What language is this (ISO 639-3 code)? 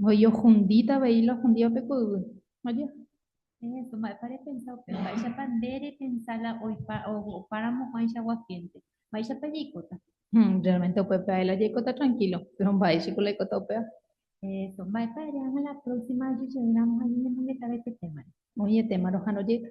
grn